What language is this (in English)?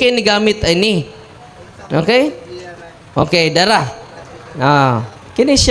Cebuano